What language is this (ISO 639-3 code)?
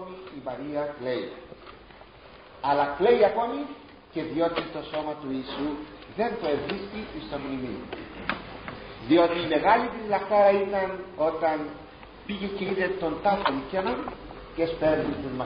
ell